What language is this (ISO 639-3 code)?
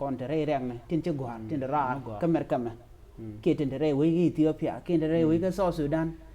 nus